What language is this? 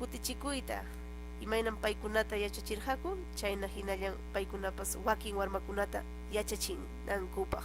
Ayacucho Quechua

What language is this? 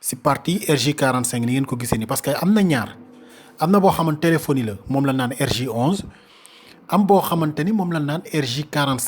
Wolof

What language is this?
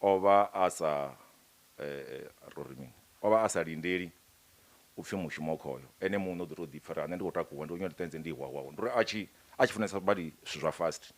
Venda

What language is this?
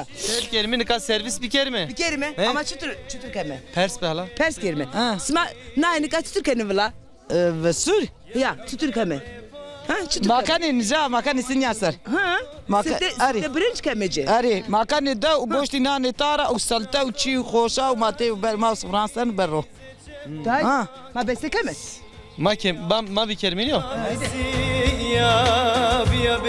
Zaza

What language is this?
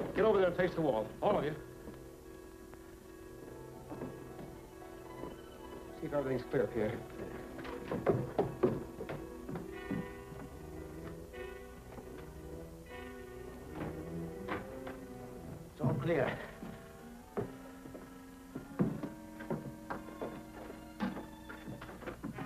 English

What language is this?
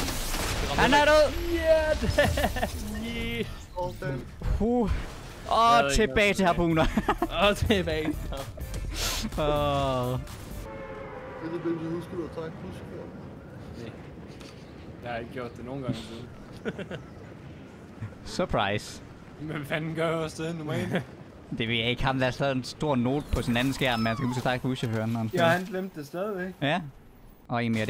Danish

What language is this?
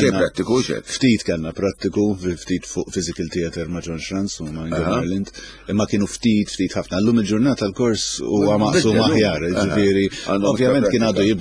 Maltese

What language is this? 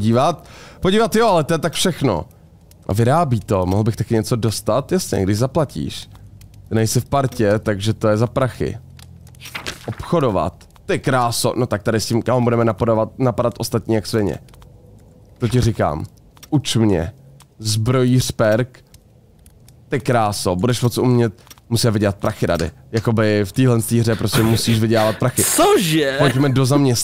Czech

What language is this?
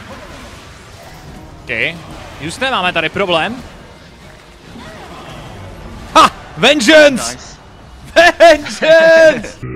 Czech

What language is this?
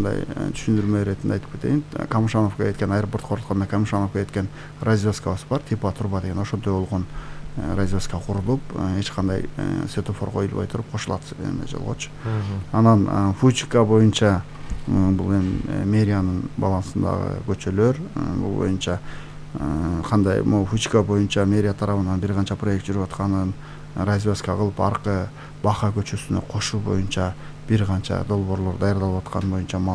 Kyrgyz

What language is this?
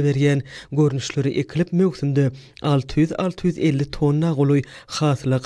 Turkmen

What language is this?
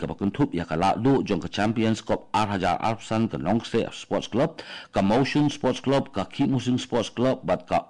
Khasi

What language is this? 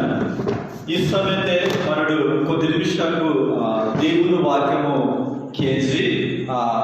Koya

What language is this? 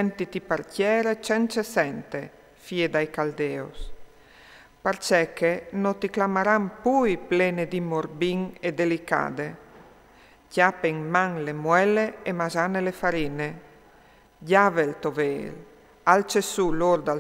Friulian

